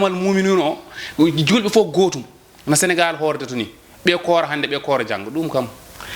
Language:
Fula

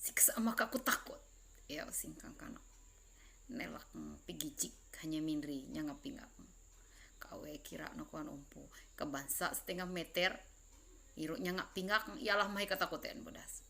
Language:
Ma'anyan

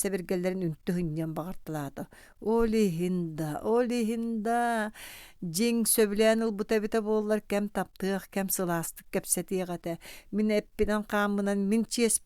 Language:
Yakut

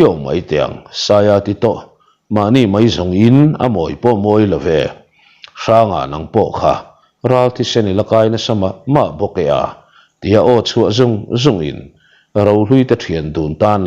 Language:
Mizo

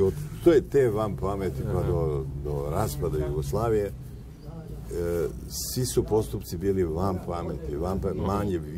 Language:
Serbian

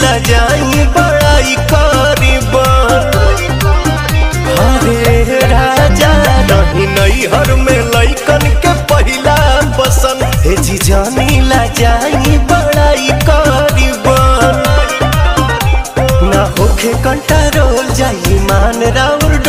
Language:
Bhojpuri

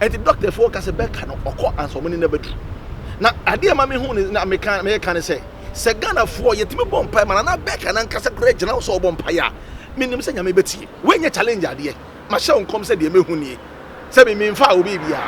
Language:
Akan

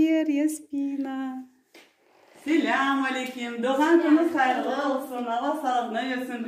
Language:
Crimean Tatar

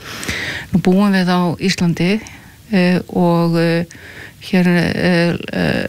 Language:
Icelandic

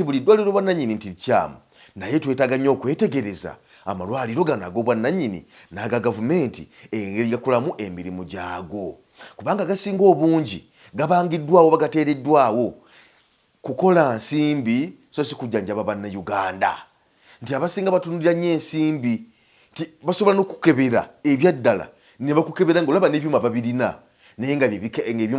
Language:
Ganda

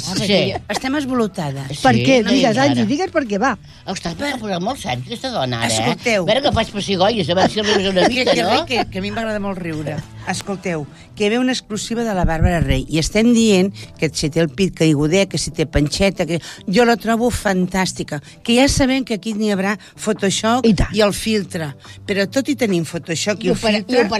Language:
Catalan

